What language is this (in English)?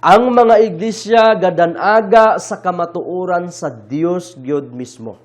Cebuano